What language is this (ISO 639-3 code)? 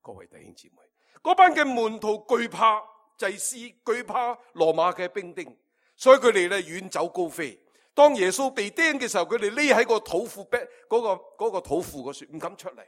yue